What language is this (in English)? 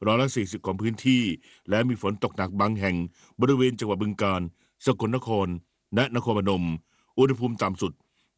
Thai